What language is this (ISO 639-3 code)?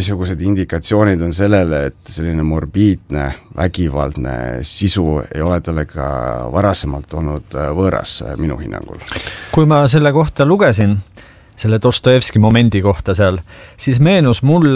est